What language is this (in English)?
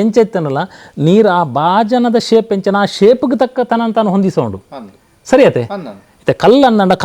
Tulu